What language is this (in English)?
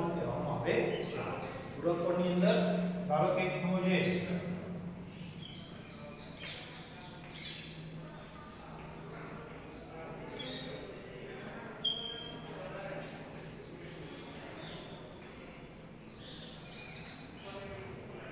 Gujarati